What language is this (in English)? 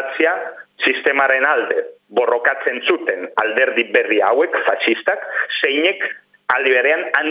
Basque